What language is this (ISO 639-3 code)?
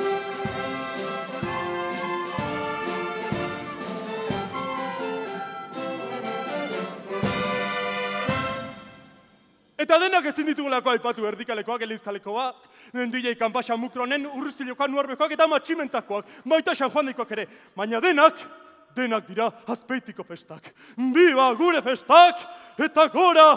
eus